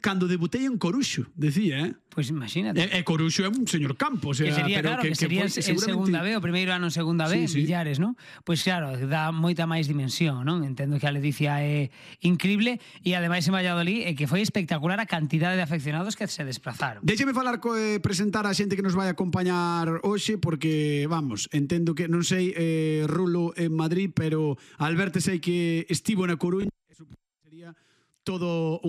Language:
Galician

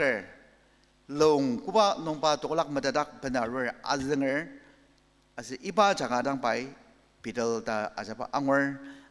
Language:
Ao Naga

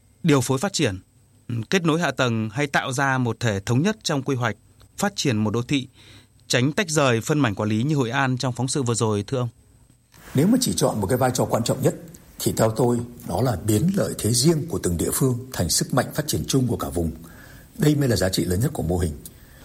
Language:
Vietnamese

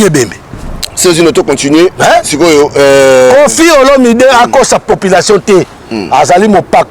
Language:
Lingala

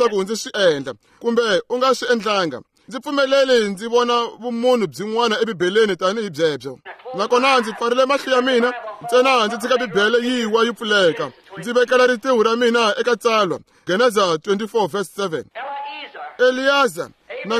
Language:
Tsonga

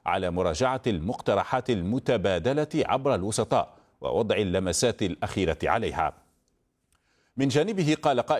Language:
Arabic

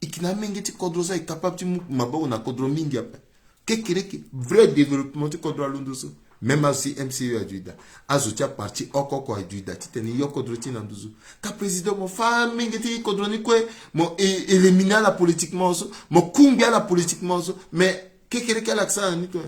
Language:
Sango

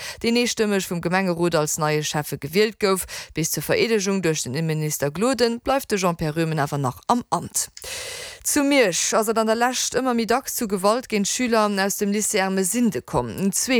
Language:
Luxembourgish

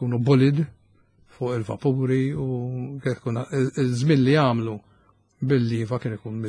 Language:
Maltese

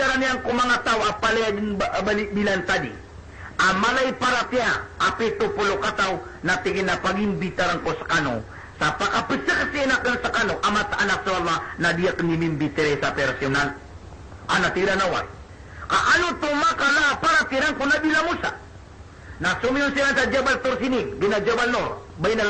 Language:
Maranao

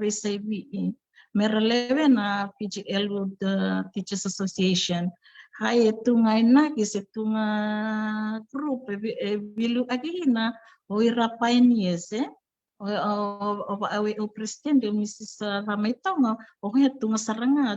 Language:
Fijian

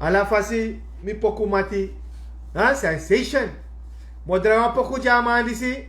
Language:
Sranan Tongo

